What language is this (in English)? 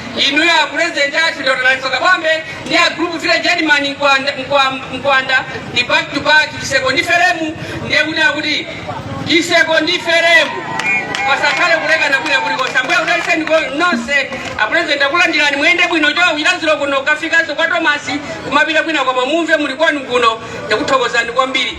Nyanja